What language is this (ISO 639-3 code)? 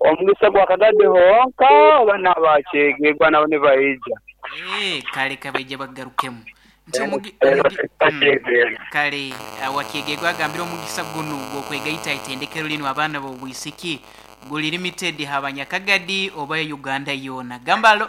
nyo